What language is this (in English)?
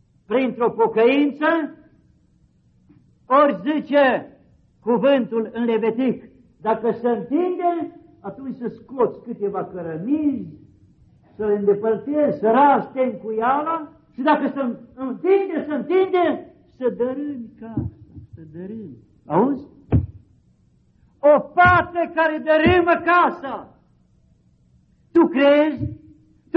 Romanian